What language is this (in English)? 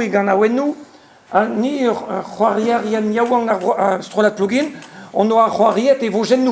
Breton